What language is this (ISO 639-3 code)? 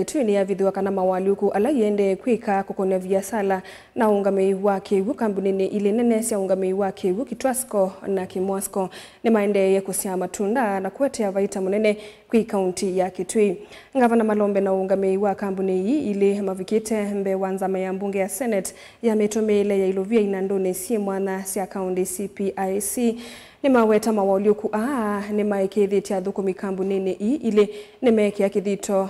kam